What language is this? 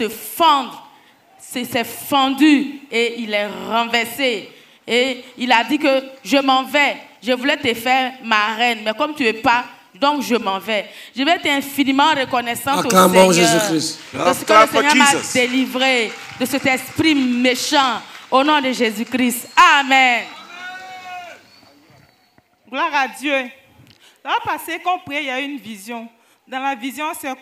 French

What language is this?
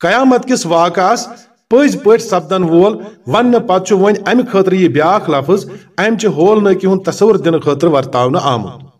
Kashmiri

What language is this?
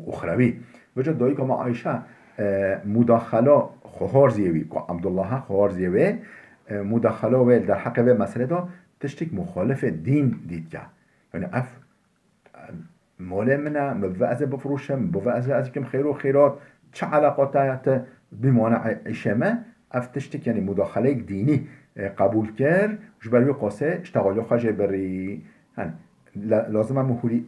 Kurdish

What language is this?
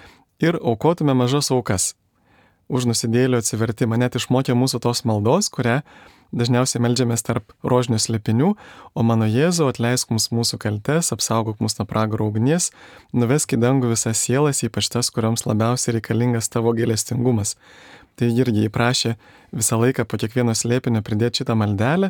Lithuanian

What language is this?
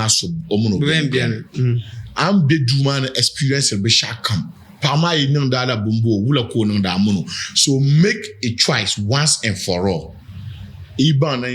Dagbani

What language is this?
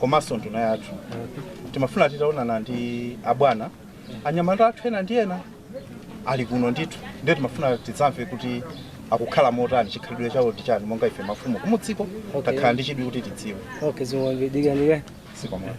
Nyanja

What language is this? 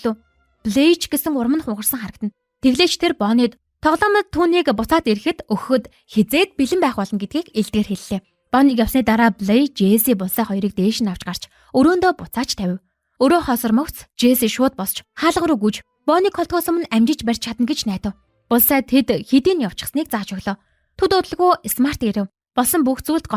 Mongolian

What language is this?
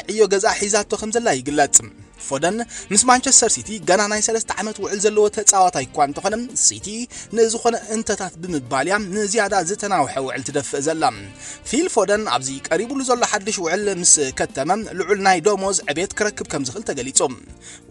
Tigrinya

